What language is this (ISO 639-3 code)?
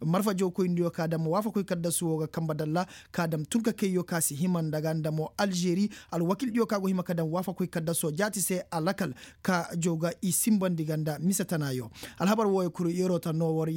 ses